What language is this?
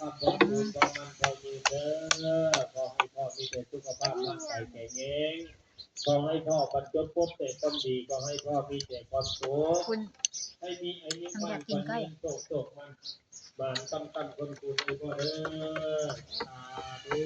Lao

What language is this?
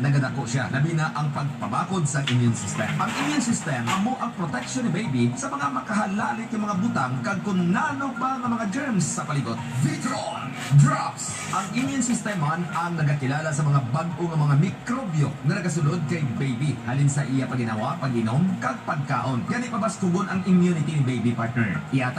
Hiligaynon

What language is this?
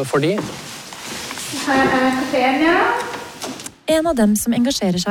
Norwegian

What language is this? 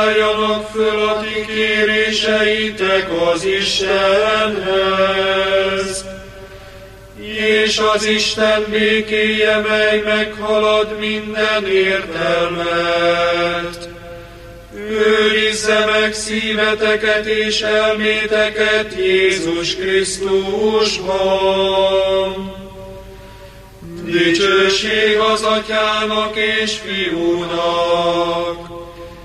Hungarian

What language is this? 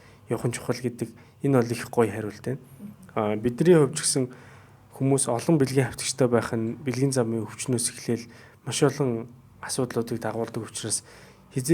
Mongolian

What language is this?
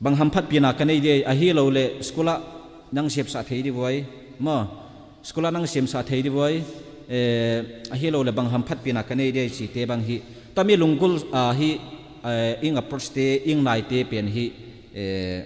Tedim Chin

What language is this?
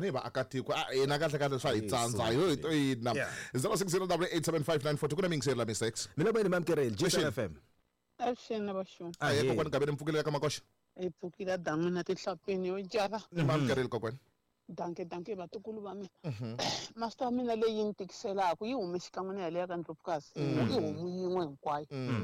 Tsonga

